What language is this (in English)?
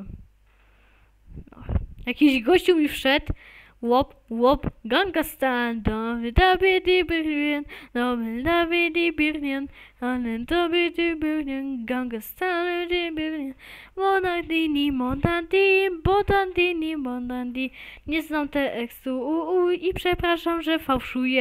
Polish